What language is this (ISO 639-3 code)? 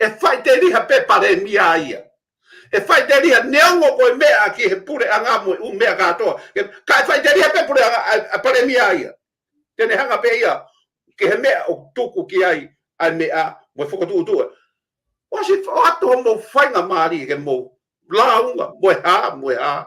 ton